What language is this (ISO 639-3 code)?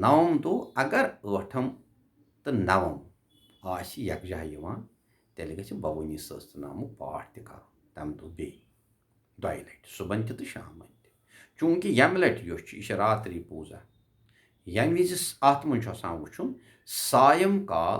kas